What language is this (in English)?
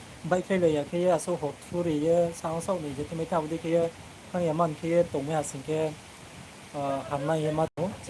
Riang (India)